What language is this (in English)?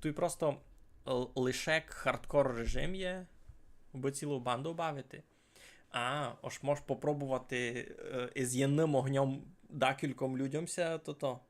Rusyn